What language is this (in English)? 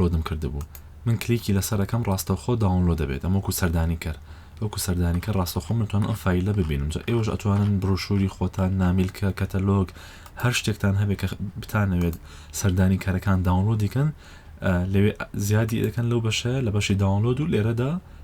Central Kurdish